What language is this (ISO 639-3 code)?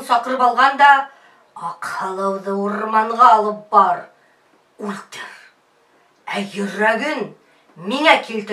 bak